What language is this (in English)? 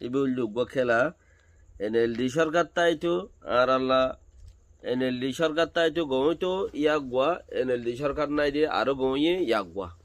Rohingya